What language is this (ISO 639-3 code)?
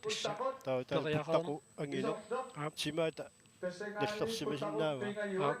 kal